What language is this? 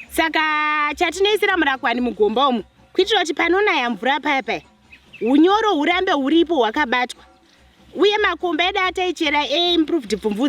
Shona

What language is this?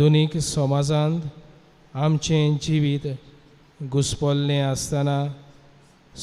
Konkani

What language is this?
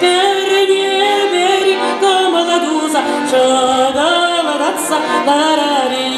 Chuvash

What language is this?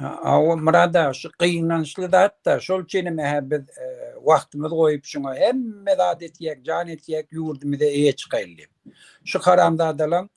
Turkmen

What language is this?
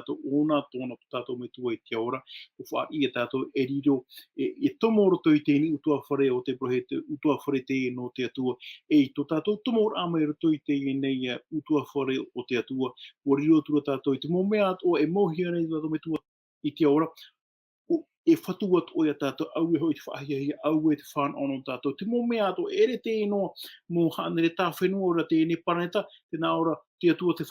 Tahitian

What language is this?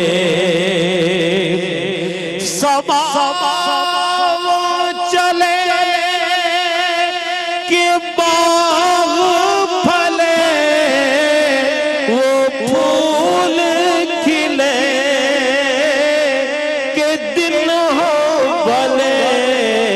Urdu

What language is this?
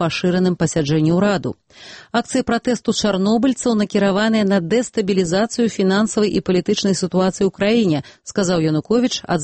Belarusian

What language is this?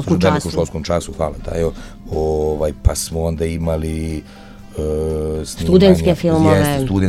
Serbian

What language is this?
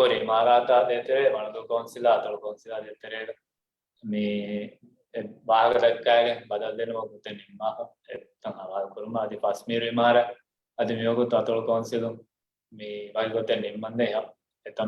Divehi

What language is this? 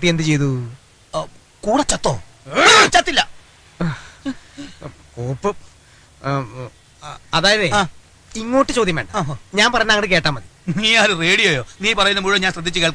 Malayalam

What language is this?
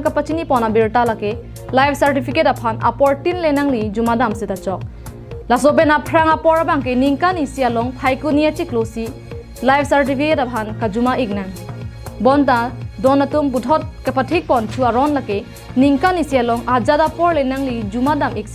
Karbi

